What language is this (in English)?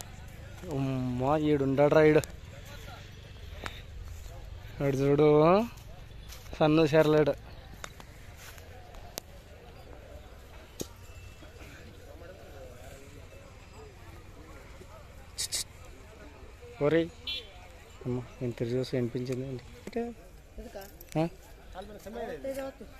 Kannada